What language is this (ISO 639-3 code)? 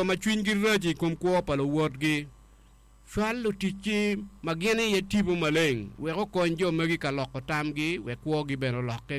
ach